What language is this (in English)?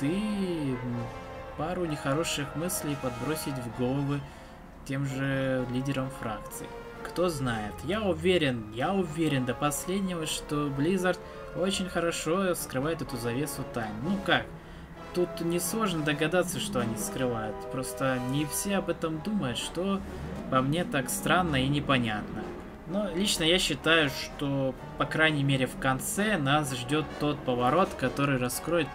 Russian